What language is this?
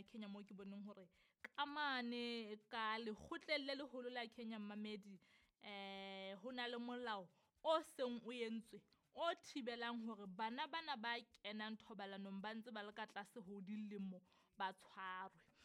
Southern Sotho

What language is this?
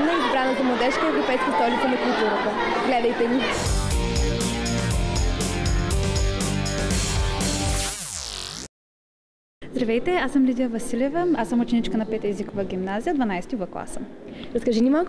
Bulgarian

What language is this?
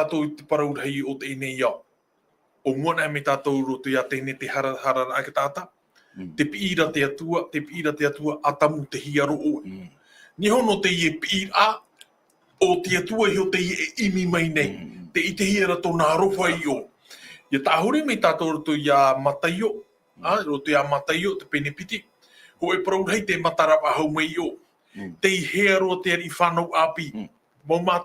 Tahitian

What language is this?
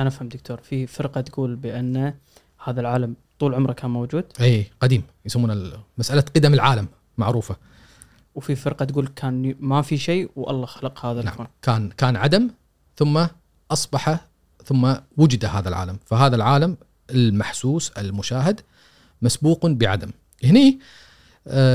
Gulf Arabic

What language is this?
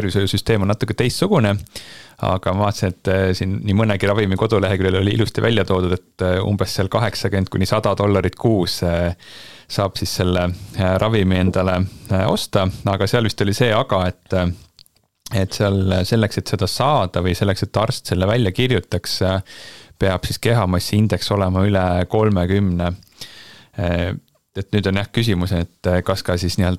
Estonian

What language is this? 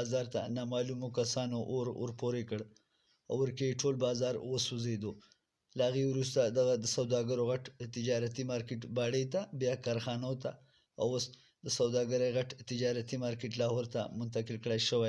Pashto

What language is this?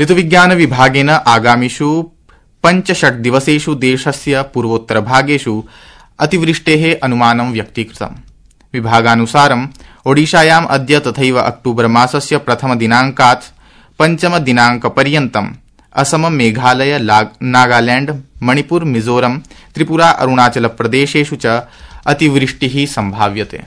Sanskrit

